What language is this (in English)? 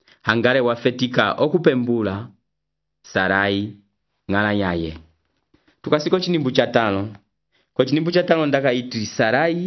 Umbundu